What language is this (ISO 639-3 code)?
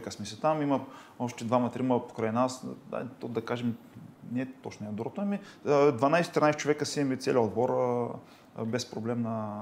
bul